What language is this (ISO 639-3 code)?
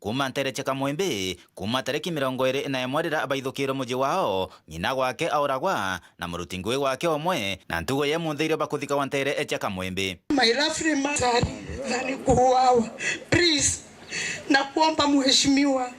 mer